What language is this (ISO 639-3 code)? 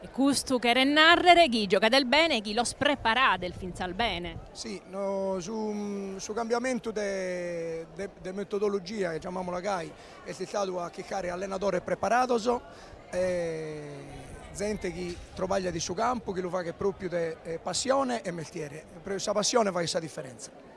srd